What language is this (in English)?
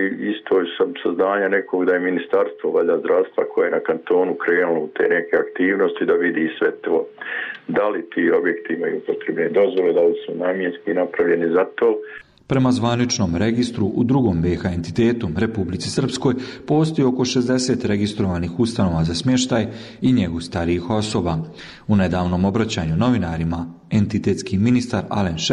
Bosnian